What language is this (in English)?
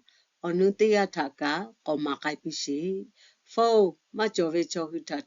Lahu